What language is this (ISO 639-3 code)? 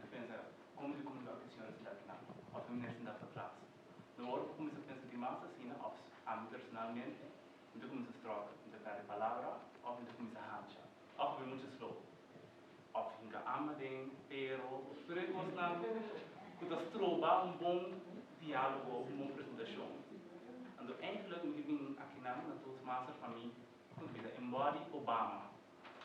pap